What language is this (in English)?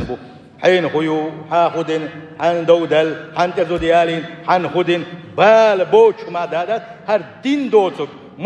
Chechen